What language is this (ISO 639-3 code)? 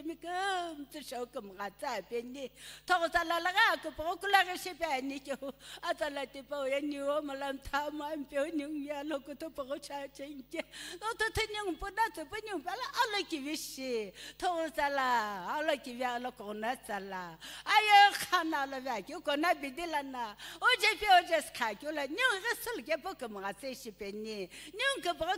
nsm